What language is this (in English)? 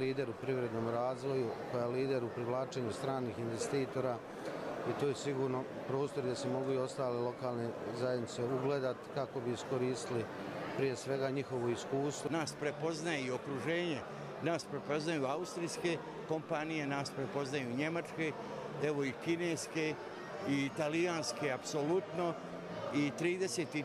Croatian